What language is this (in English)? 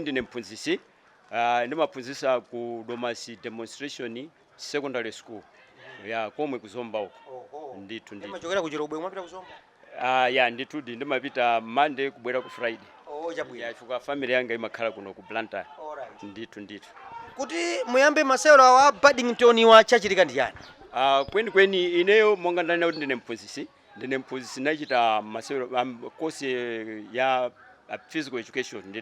Nyanja